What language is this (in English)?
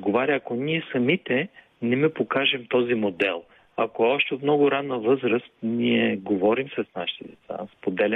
Bulgarian